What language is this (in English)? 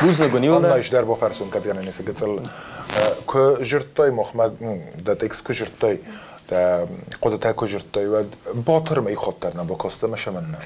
Ossetic